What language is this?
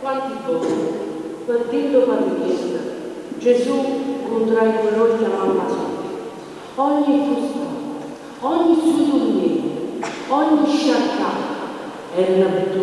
Neapolitan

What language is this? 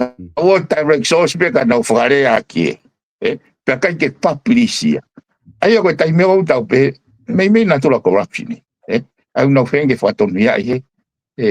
Tongan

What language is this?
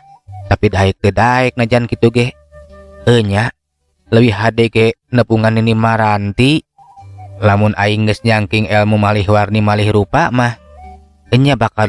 Sundanese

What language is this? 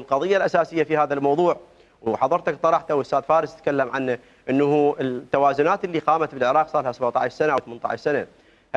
Mesopotamian Arabic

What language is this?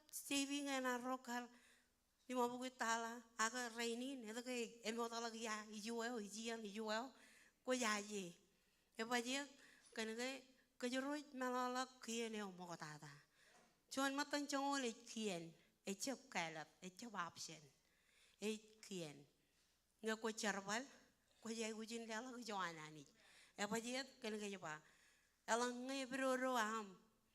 Marshallese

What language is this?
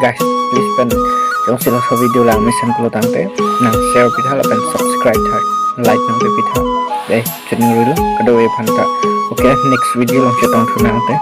Karbi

